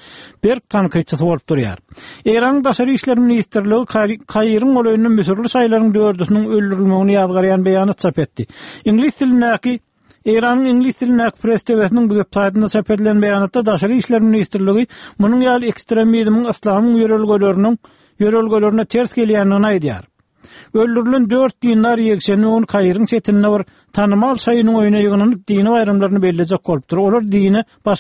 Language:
Turkmen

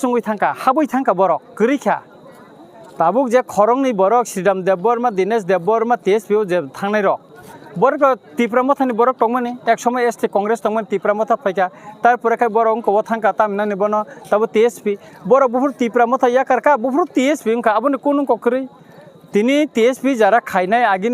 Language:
Kok Borok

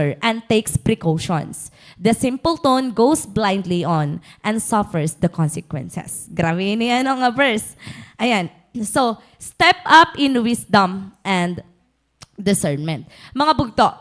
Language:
Waray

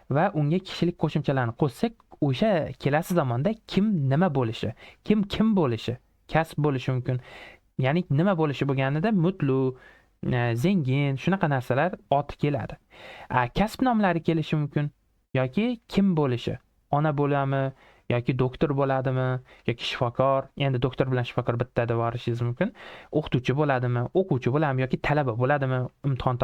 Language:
Uzbek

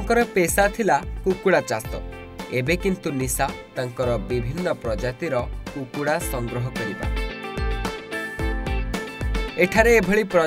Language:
Odia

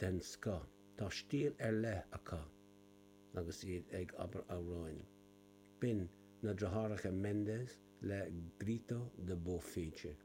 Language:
Irish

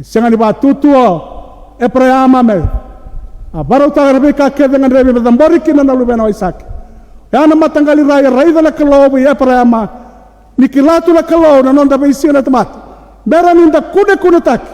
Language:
Fijian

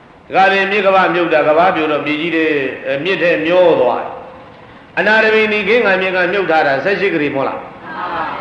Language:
Burmese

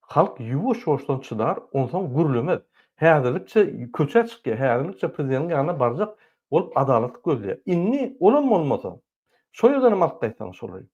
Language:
Turkmen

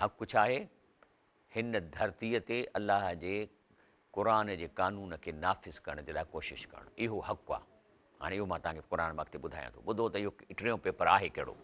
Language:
Sindhi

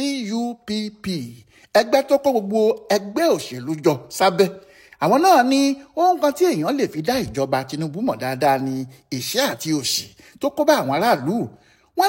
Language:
Yoruba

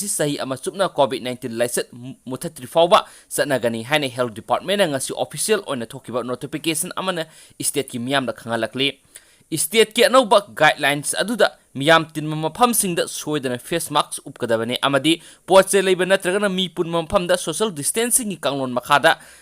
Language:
Manipuri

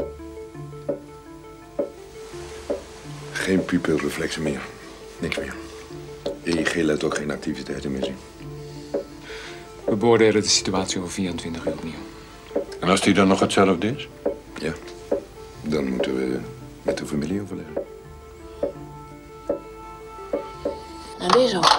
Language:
Dutch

